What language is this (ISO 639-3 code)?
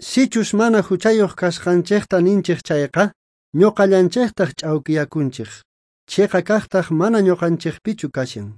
quh